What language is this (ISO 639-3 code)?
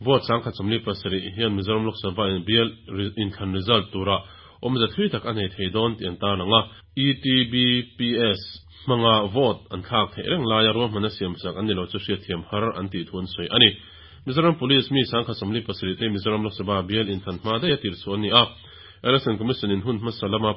lus